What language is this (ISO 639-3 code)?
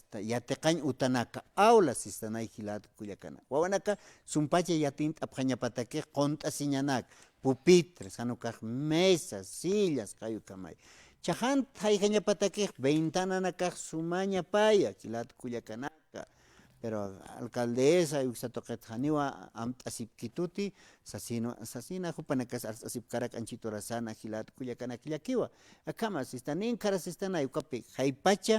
aym